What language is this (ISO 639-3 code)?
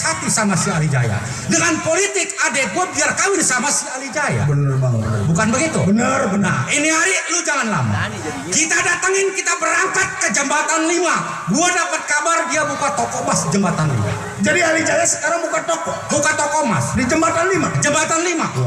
bew